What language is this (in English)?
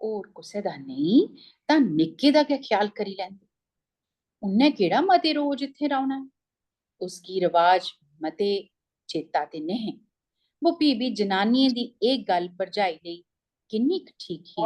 Dogri